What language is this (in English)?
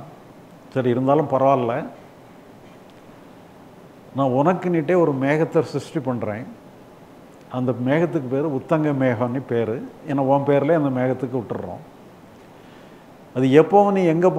Tamil